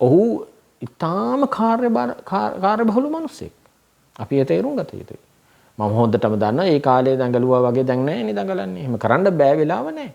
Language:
Sinhala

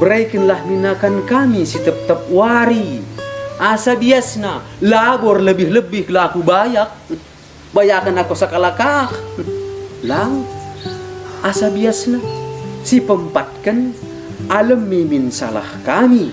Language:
Batak Karo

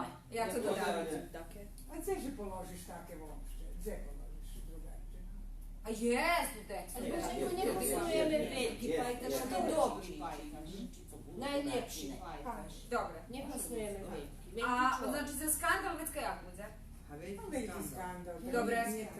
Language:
Rusyn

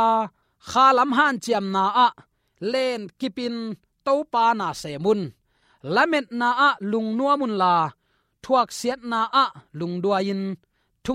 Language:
Tedim Chin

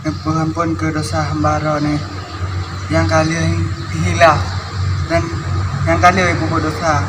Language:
Achinese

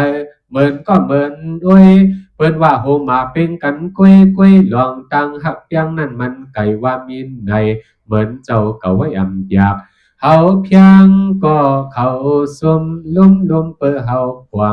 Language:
Shan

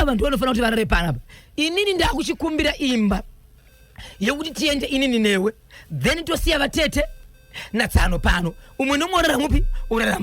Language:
Shona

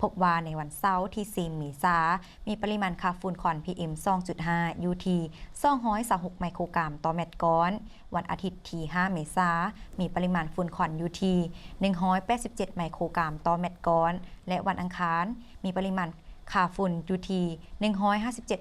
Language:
Lao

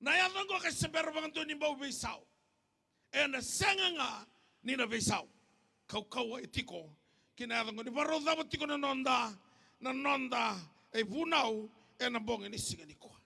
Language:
Fijian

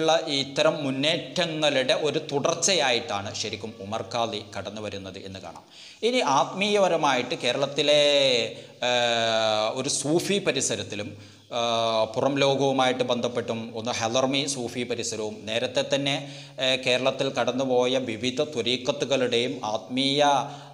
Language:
Malayalam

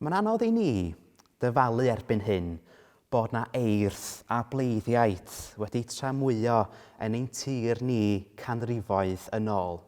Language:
Welsh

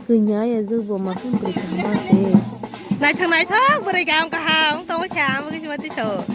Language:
Kok Borok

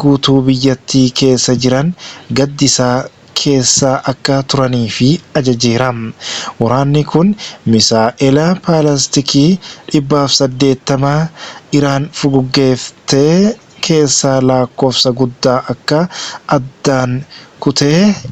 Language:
Oromo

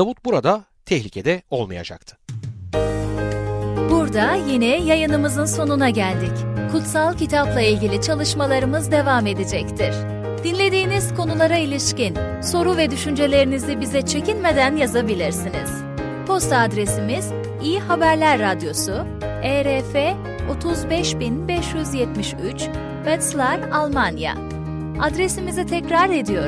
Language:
Turkish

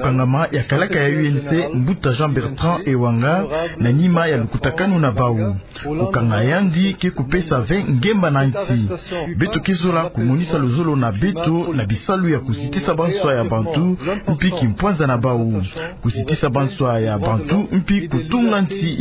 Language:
Kituba (Democratic Republic of Congo)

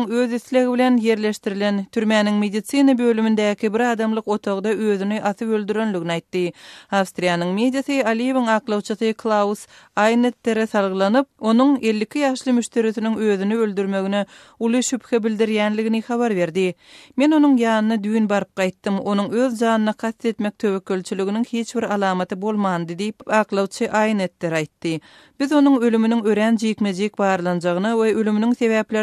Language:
Turkmen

